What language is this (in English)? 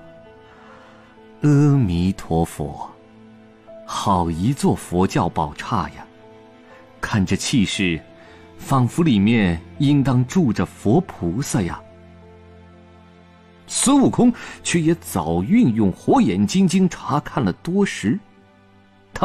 Chinese